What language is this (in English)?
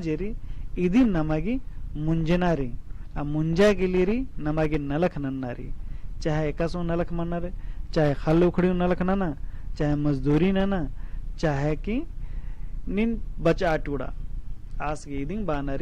Kurukh